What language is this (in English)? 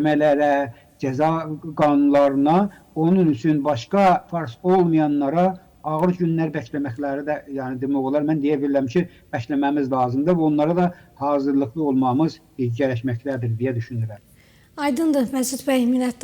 Azerbaijani